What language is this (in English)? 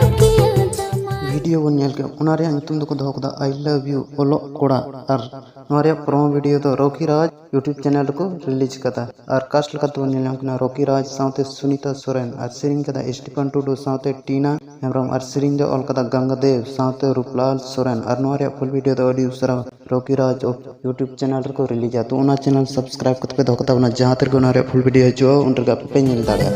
Santali